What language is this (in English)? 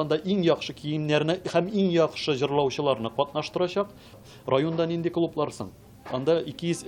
Tatar